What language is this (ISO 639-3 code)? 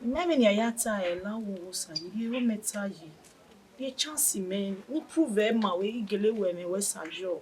bin